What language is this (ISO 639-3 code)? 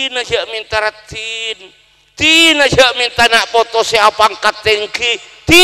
mad